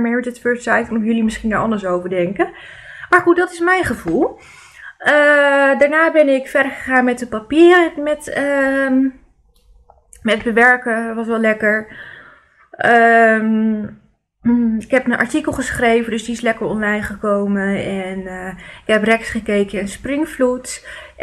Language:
Dutch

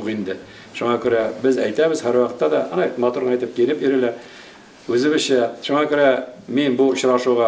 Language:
Tatar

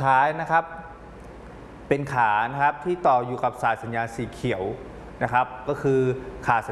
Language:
Thai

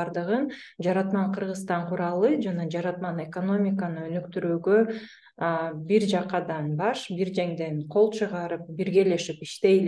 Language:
Kyrgyz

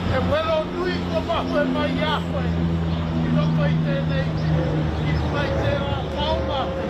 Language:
Māori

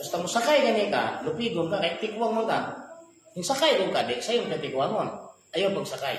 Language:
Cebuano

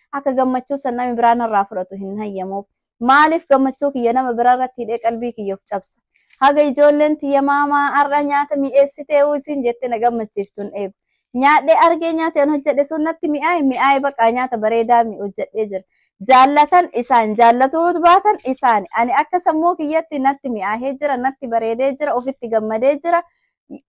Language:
Oromo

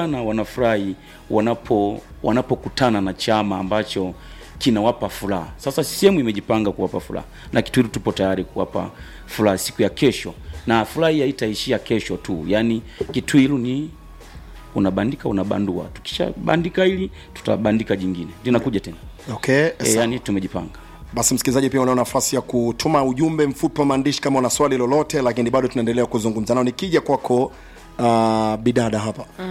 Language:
Swahili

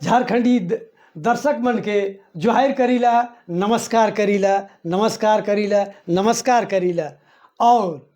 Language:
Sadri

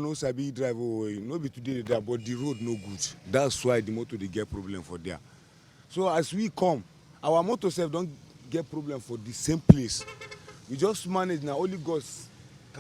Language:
Nigerian Pidgin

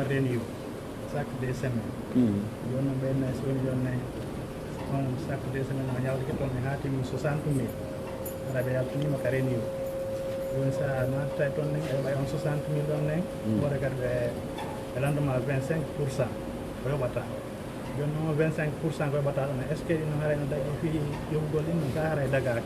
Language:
Pular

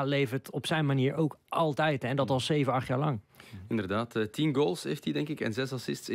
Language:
Dutch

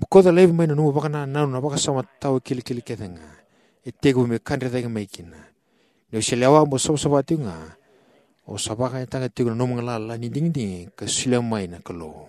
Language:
Fijian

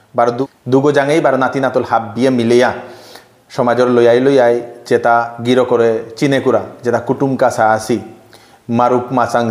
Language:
Bishnupriya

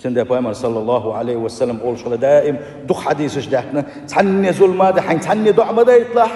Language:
Chechen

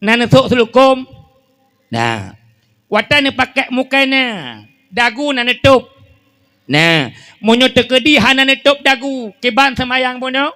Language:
Achinese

